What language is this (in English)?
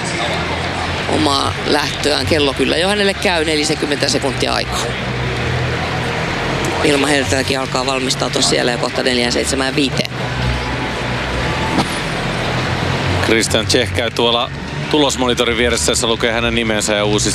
Finnish